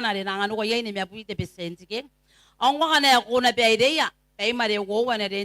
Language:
Gilbertese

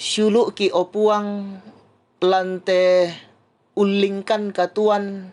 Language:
Toraja-Sa'dan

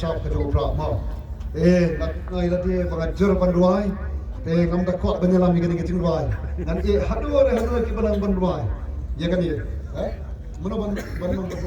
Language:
Khasi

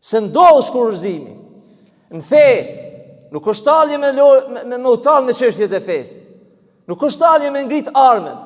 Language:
Albanian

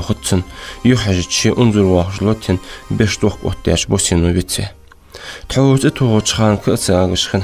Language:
Ingush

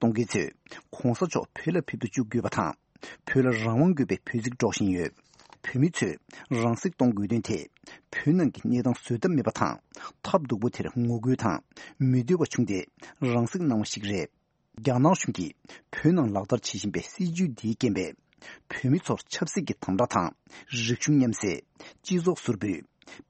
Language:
Tibetan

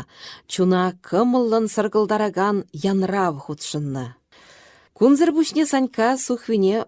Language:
Chuvash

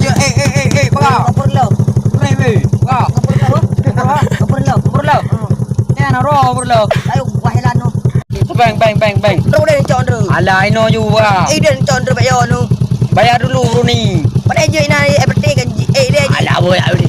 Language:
Achinese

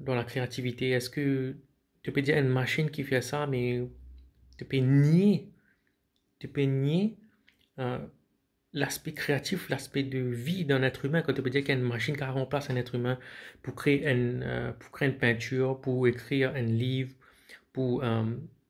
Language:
Morisyen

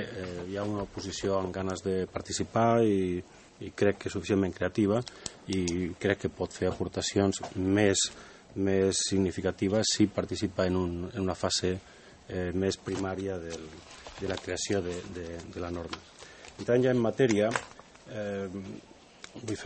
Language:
Catalan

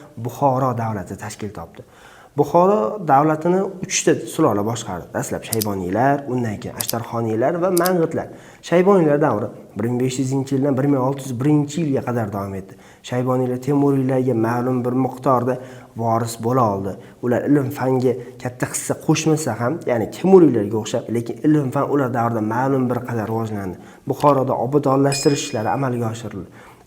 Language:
Uzbek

